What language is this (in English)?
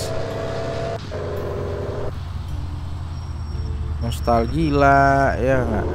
Indonesian